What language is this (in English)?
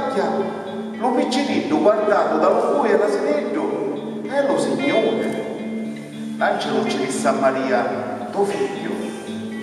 Sicilian